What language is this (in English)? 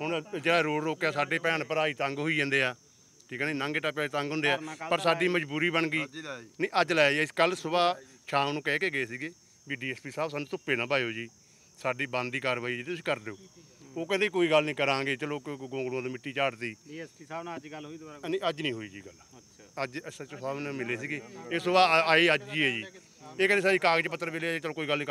Punjabi